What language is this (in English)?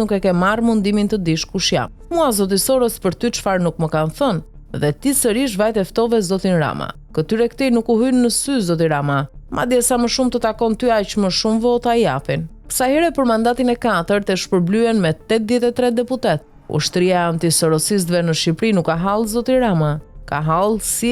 Albanian